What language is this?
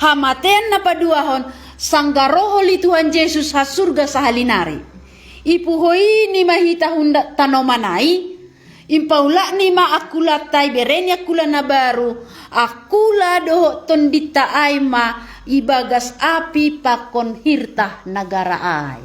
Batak Simalungun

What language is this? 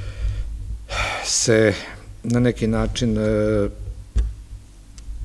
Serbian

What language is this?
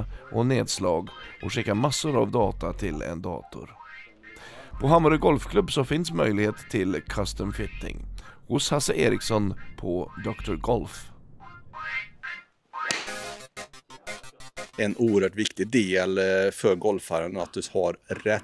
Swedish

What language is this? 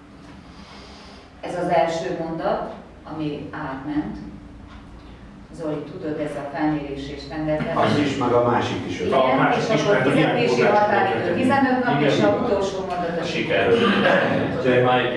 Hungarian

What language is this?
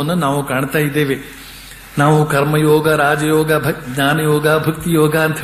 Kannada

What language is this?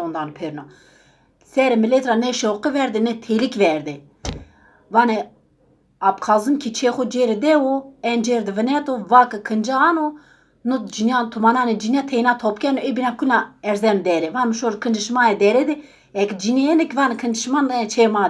Zaza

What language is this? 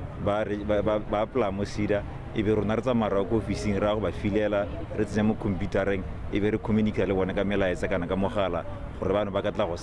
Tswana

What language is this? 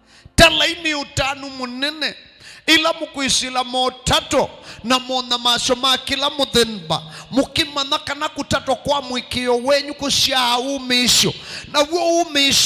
Kamba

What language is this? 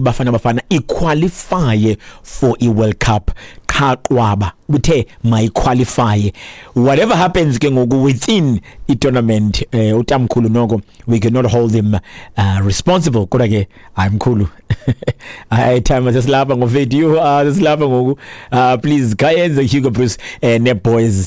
Xhosa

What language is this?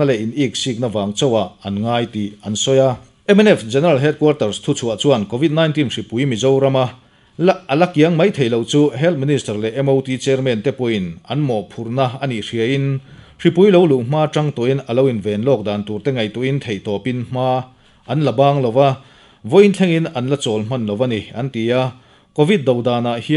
Mizo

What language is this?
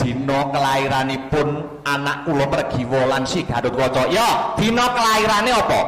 Javanese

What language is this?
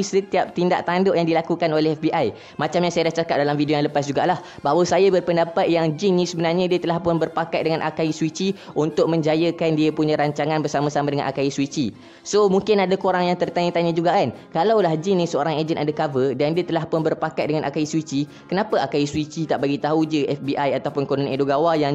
Malay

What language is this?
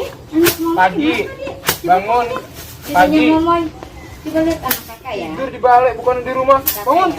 Betawi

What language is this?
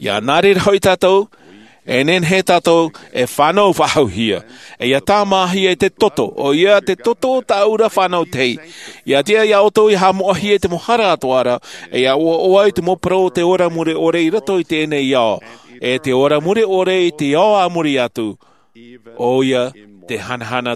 Tahitian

